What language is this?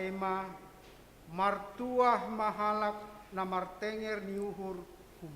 Batak Simalungun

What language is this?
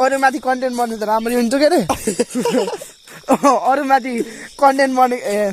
Nepali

